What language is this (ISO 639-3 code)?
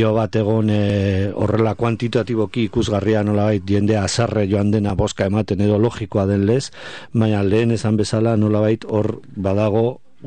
eus